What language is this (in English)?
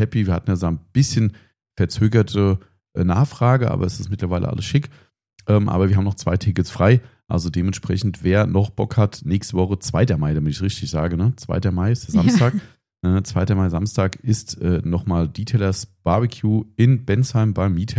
German